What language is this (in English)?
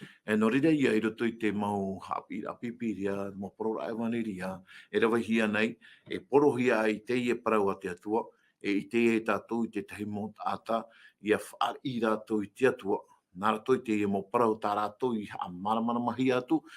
Tahitian